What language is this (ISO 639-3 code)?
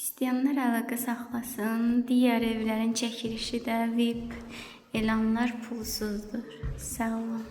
aze